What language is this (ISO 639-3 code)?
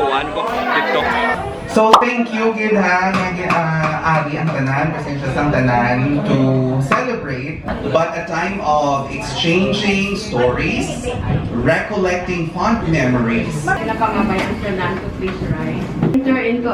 hil